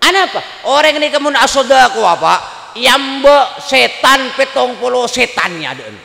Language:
Madurese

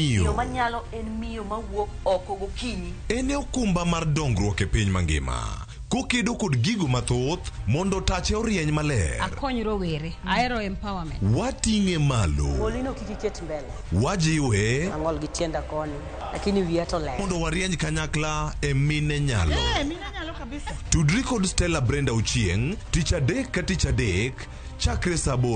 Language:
Luo (Kenya and Tanzania)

